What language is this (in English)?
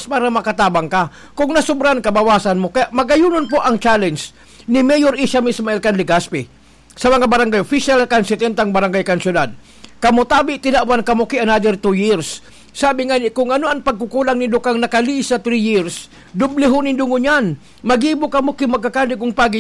Bikol